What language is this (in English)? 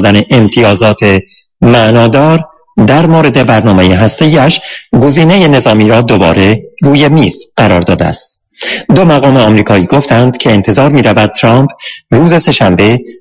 Persian